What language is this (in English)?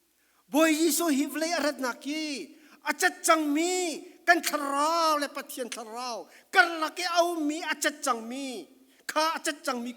Falam Chin